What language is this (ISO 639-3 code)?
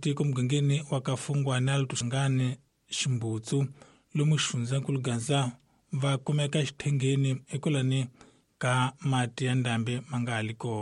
tso